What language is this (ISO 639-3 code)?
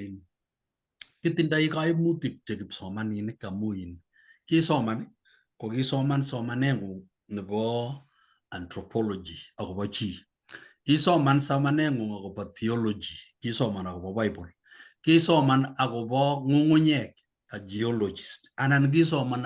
kln